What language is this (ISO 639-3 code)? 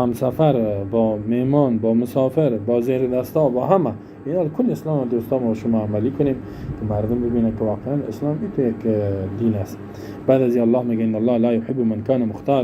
fas